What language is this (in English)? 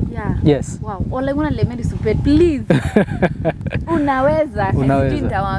Masai